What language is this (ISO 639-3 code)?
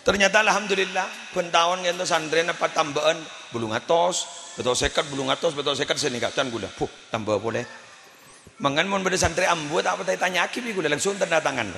mad